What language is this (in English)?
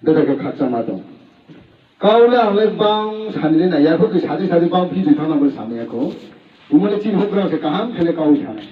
Riang (India)